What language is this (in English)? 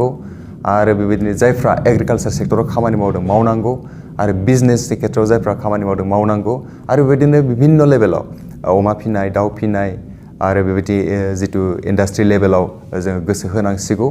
Bodo